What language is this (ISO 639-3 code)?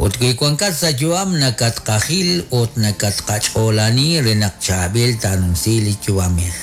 kek